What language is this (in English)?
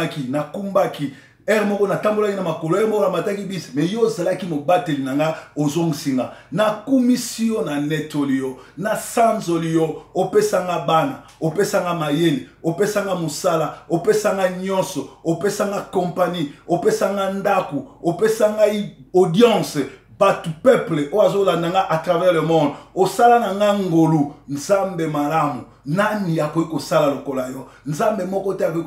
Lingala